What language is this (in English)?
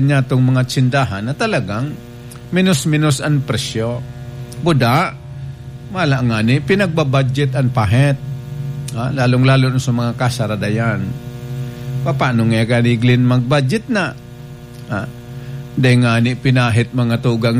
Bikol